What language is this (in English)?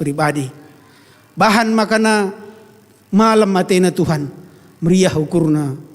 Batak Karo